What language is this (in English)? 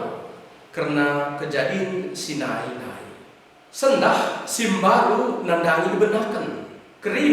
Batak Karo